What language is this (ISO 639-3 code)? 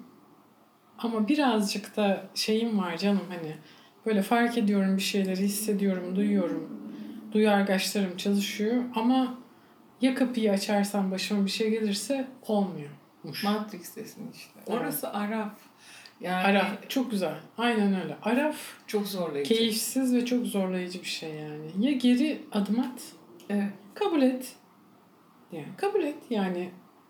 tur